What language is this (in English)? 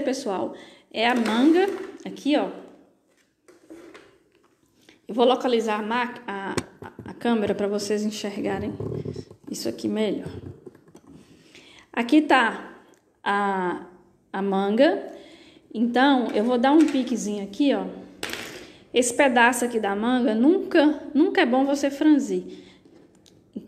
Portuguese